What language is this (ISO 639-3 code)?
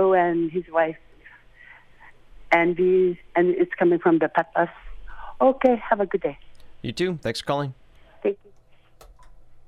eng